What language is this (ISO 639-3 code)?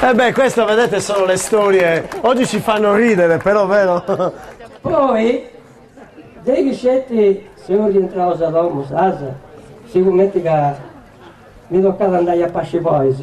srd